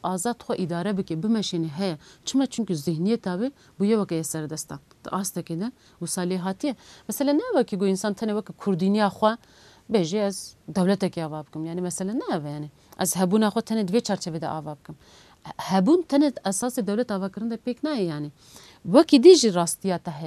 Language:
Kurdish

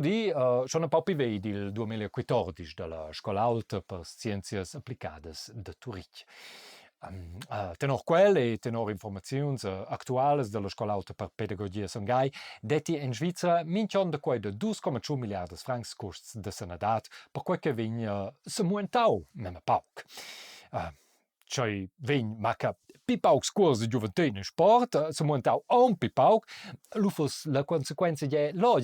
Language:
Romansh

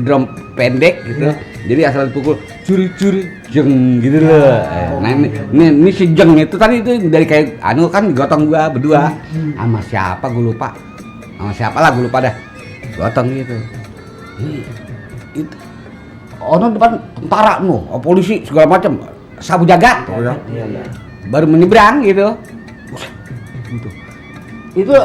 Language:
Betawi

